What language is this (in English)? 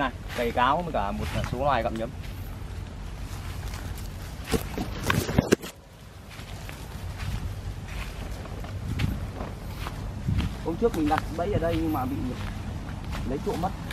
Vietnamese